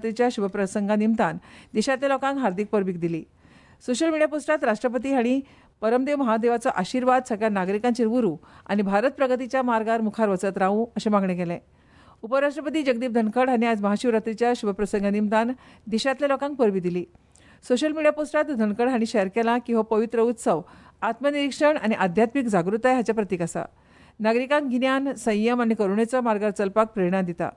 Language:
Konkani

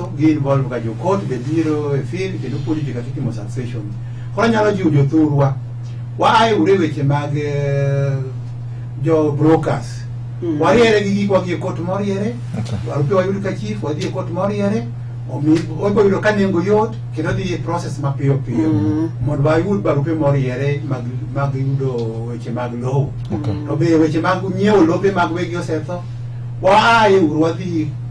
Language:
Luo (Kenya and Tanzania)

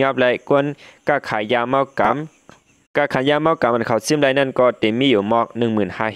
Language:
Shan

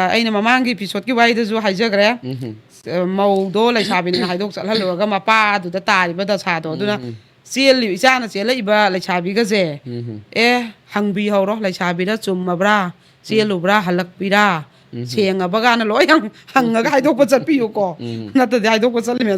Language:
Manipuri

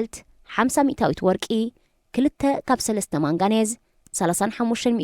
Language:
Tigrinya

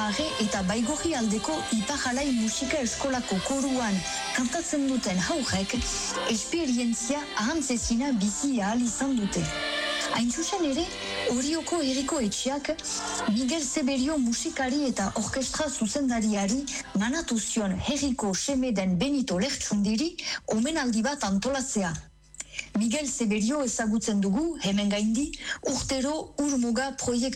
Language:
Basque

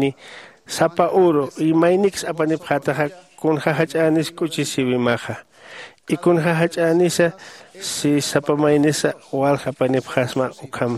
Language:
Aymara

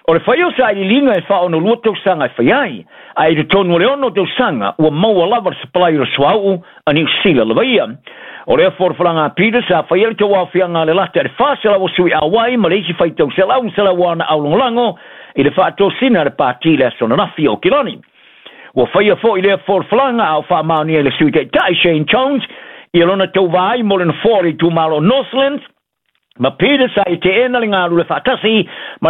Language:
Samoan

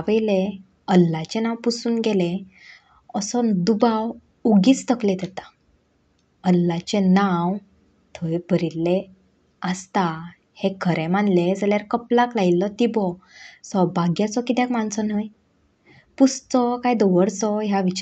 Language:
Konkani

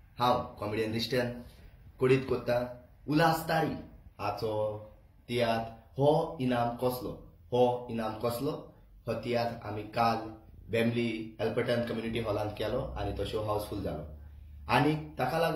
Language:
Konkani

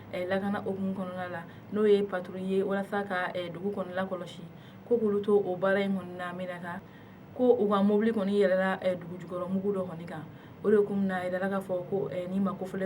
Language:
Bambara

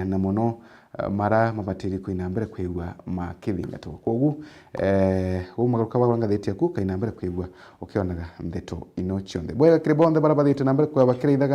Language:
Meru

